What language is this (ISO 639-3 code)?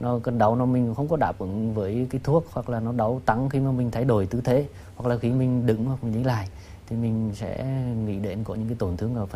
vie